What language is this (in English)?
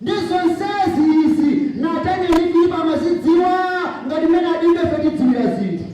Nyanja